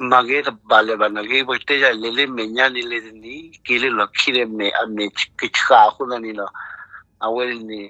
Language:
S'gaw Karen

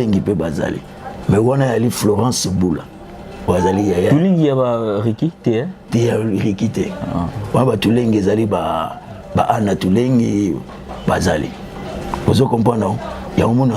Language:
Lingala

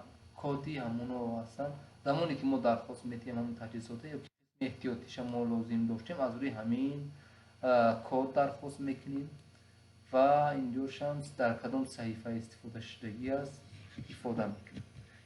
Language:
Tajik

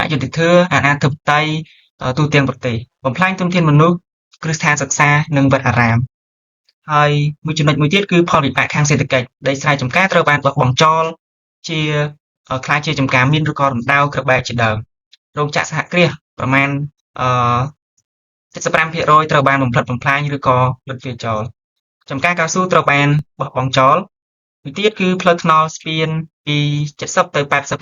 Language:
Khmer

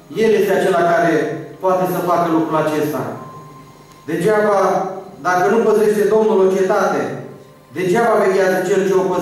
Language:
Romanian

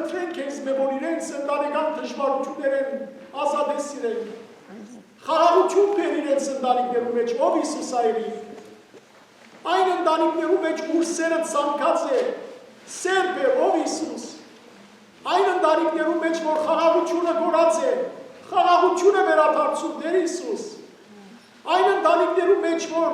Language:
Western Armenian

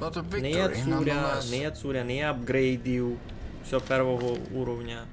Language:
Rusyn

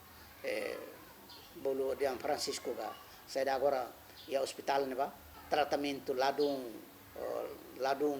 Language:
Tetum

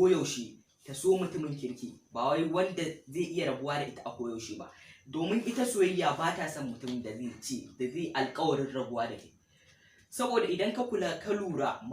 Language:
Hausa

